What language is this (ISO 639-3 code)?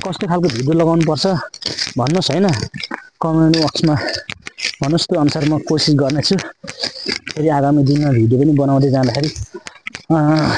nep